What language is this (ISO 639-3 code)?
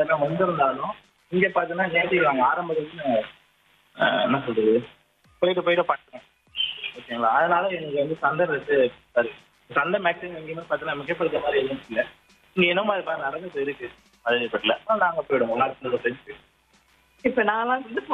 tam